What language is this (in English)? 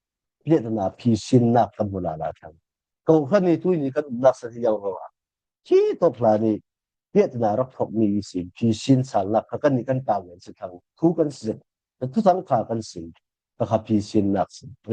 Falam Chin